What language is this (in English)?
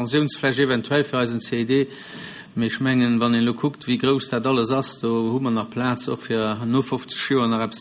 Luxembourgish